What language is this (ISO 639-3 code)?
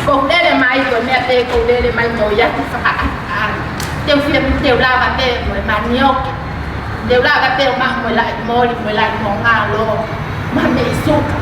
ton